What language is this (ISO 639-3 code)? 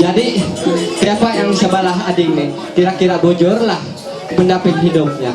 mhy